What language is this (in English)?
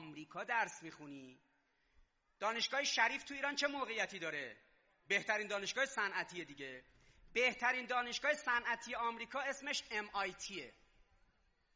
Persian